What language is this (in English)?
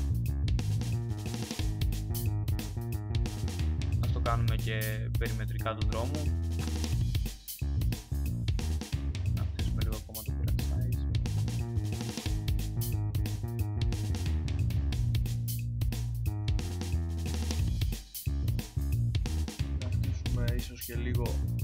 Greek